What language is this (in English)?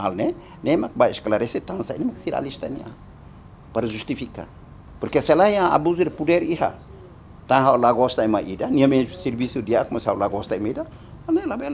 Tetum